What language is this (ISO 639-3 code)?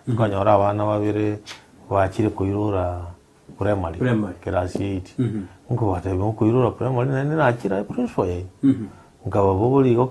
guz